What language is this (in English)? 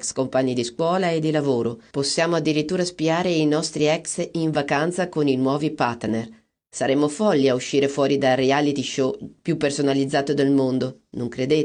Italian